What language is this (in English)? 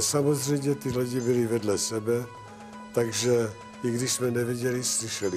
Czech